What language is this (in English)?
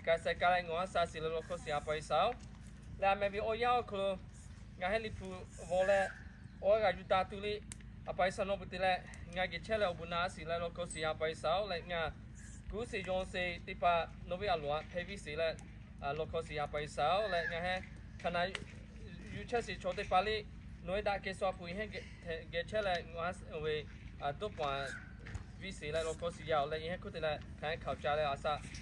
Lahu